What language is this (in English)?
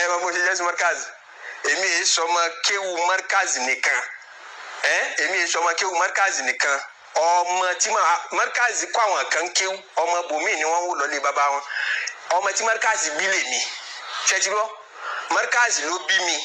Yoruba